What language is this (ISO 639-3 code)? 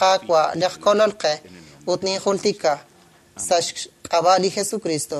kek